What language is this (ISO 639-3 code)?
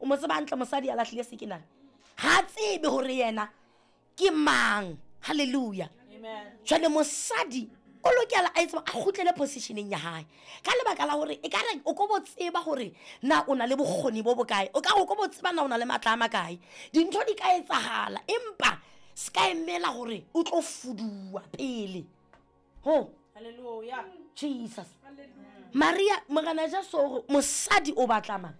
sot